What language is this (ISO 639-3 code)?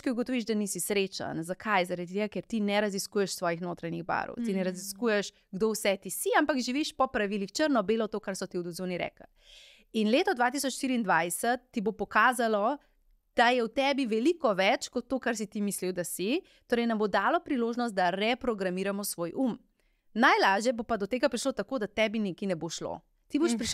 slv